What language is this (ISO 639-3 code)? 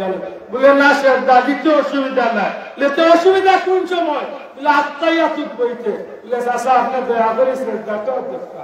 syl